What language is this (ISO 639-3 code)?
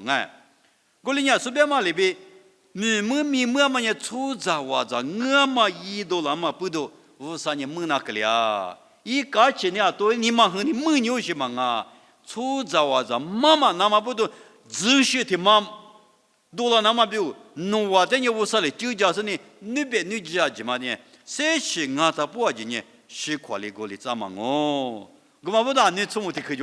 lis